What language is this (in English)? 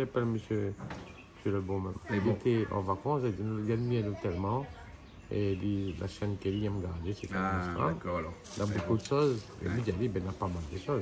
Réunion Creole French